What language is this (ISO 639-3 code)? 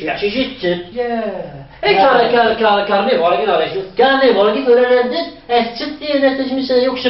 kab